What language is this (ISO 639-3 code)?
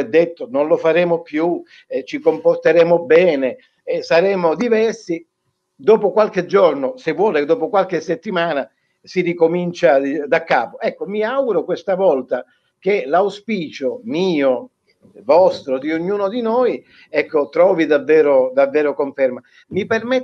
ita